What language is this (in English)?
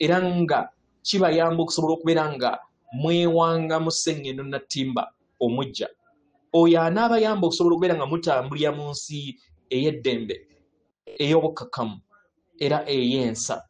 Ganda